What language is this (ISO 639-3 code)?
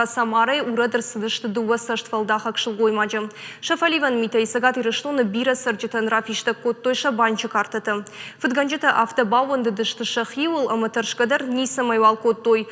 oss